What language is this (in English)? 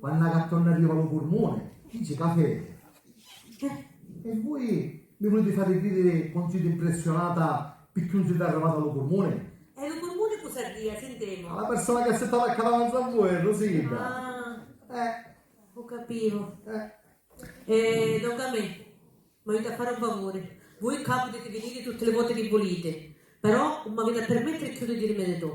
Sicilian